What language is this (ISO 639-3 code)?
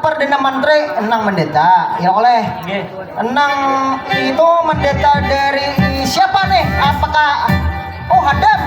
bjn